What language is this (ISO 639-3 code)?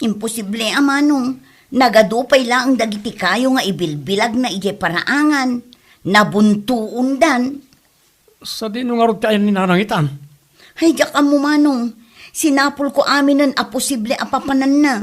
ilo